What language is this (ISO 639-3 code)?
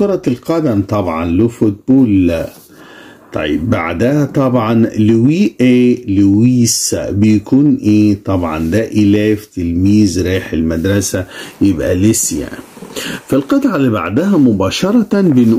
arz